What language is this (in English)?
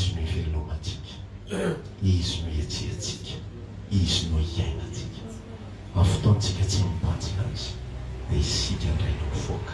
Malagasy